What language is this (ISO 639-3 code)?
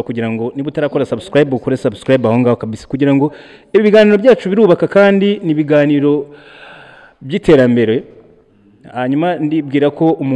kin